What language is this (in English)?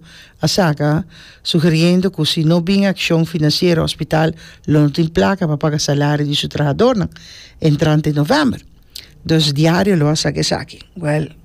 Papiamento